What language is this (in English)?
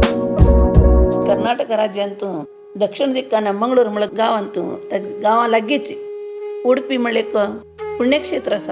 Konkani